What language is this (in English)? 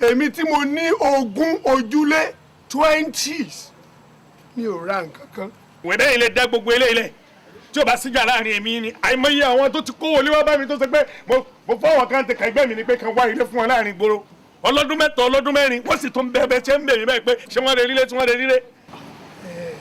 Yoruba